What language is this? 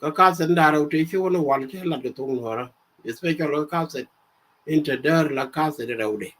Nuer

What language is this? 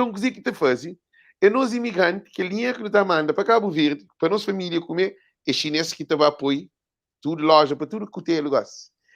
Kabuverdianu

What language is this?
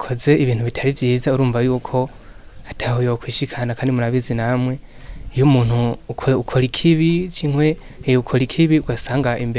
Rundi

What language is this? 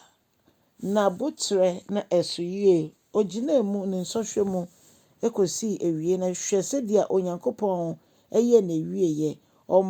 Akan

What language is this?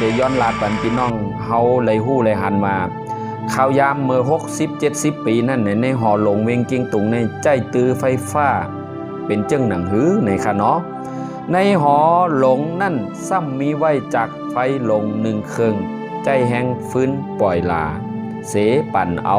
Shan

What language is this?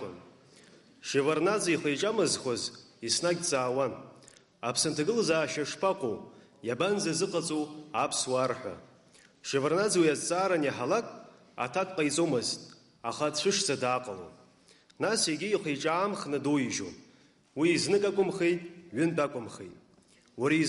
Abkhazian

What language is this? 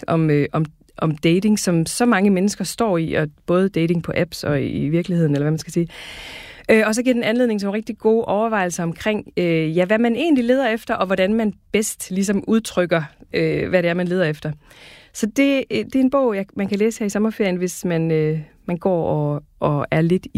Danish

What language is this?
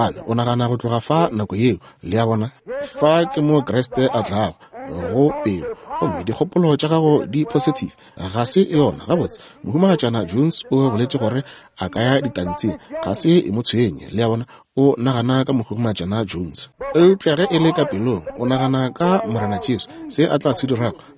Northern Sotho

